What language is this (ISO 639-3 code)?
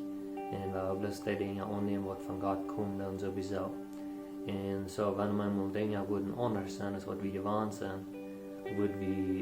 pdt